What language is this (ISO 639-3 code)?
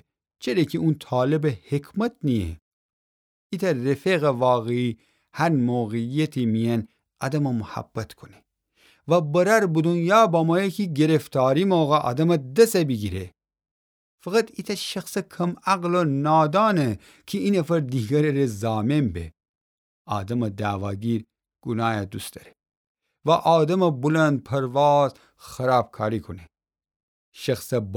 glk